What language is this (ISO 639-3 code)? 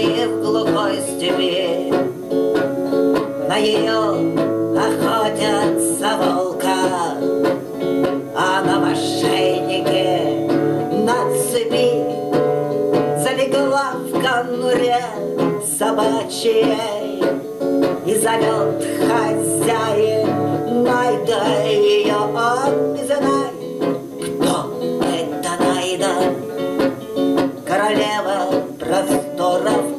rus